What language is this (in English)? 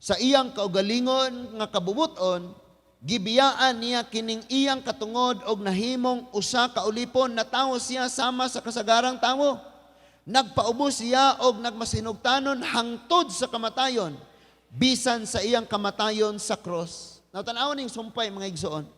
Cebuano